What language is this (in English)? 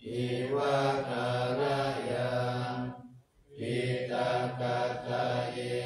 Pali